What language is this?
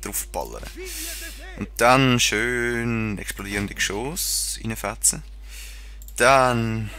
Swiss German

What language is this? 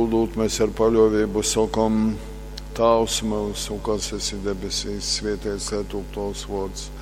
Latgalian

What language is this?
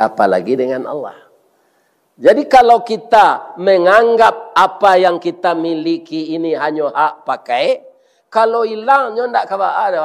Minangkabau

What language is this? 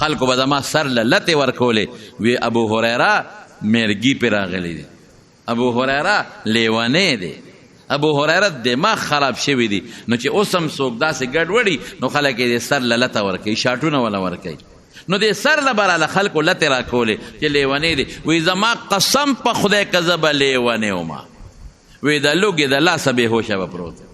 Pashto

